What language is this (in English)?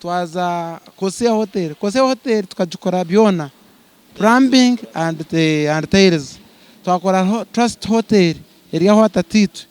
Nyankole